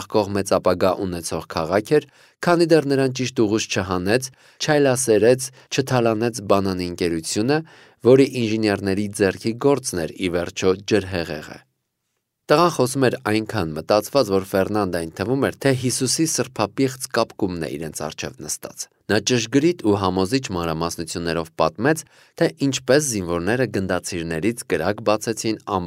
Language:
Armenian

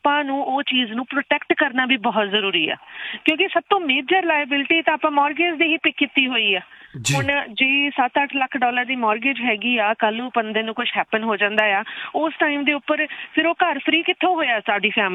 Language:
Punjabi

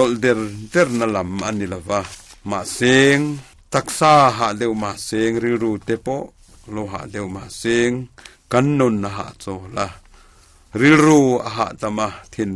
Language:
Mizo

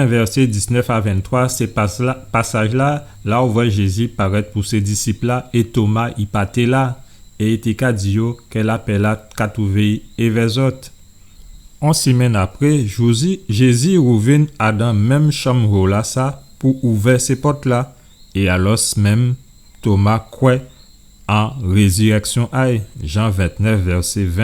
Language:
Guadeloupean Creole French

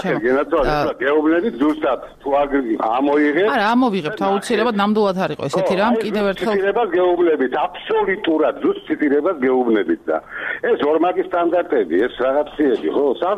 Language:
Georgian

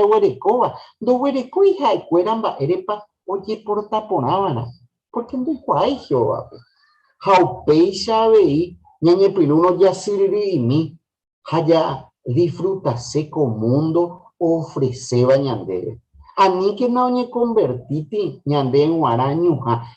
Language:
Guarani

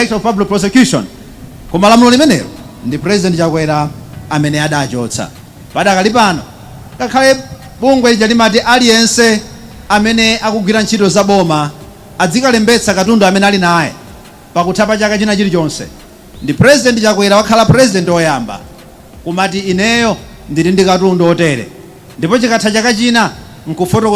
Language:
Nyanja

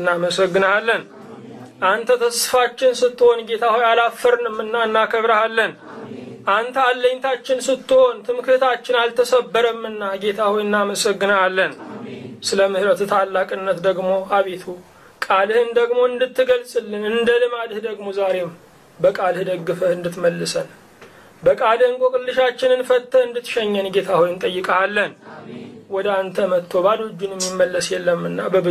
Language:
Amharic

